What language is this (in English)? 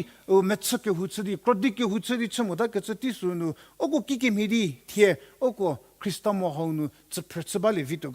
Angami Naga